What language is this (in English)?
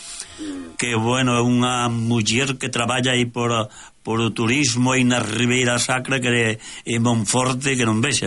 Galician